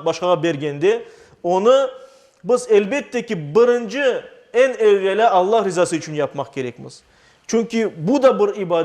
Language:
Crimean Tatar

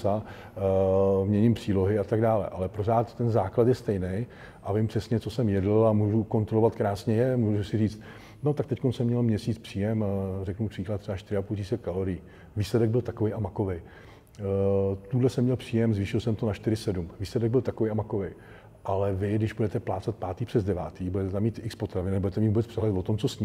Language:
Czech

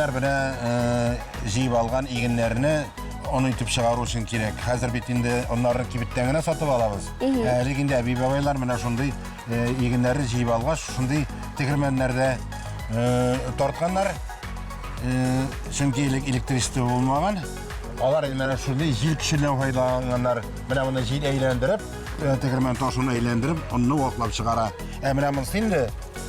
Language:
Tatar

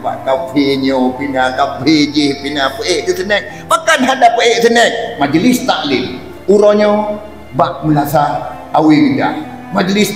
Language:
Achinese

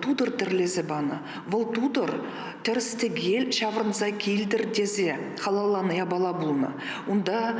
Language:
Chuvash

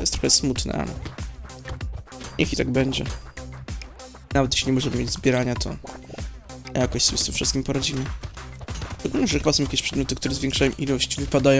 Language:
Polish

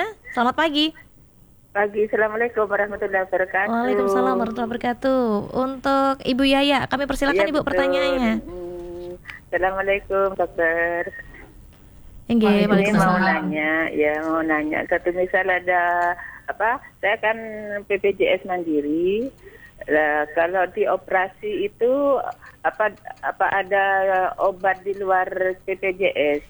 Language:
Indonesian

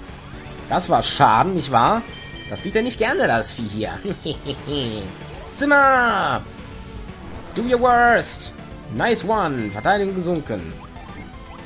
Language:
German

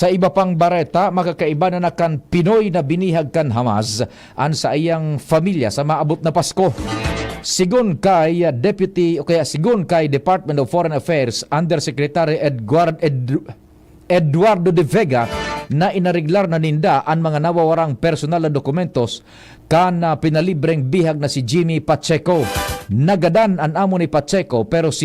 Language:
Bikol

